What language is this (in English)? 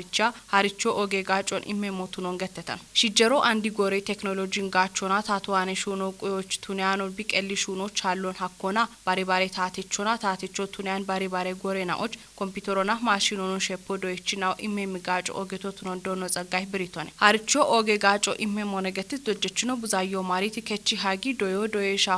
Kafa